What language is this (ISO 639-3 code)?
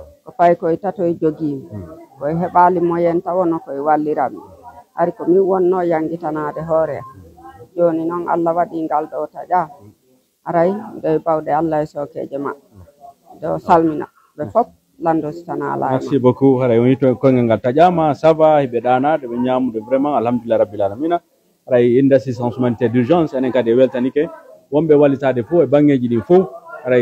ful